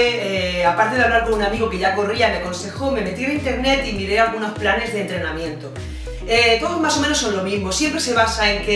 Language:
Spanish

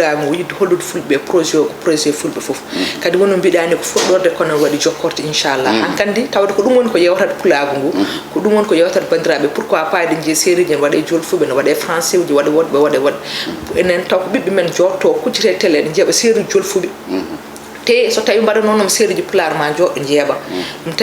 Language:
Fula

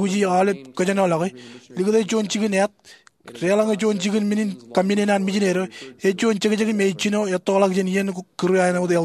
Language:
Marshallese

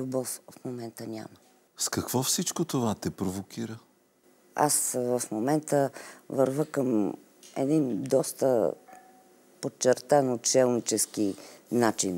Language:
Bulgarian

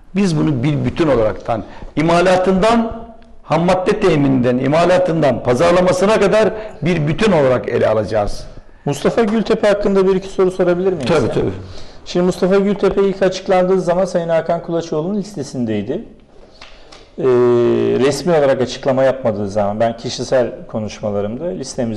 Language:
Turkish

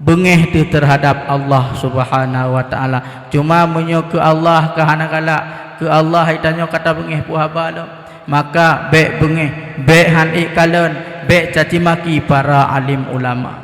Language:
Achinese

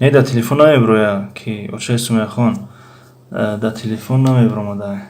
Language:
Tajik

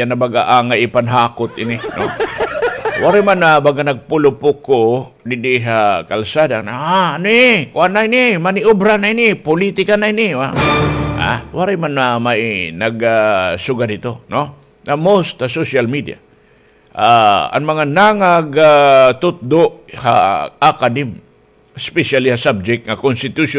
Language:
Waray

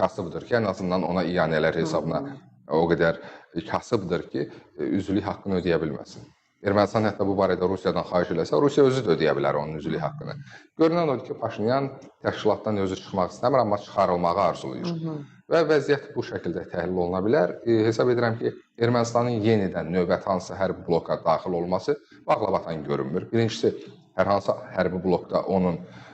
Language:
Azerbaijani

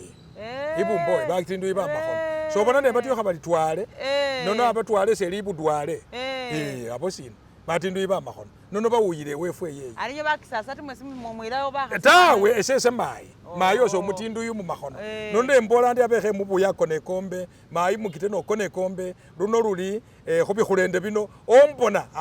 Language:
Masaaba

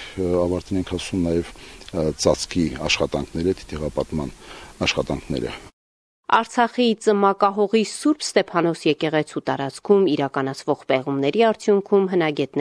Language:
Armenian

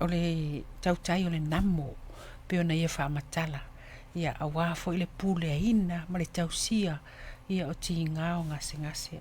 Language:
Samoan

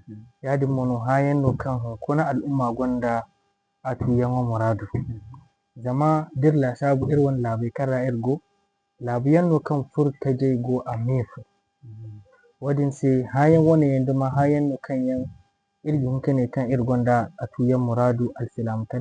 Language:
Zarma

